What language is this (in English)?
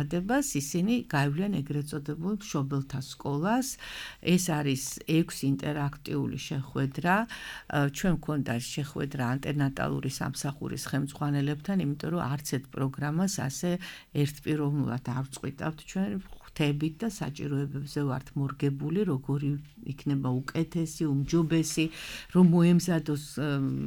Georgian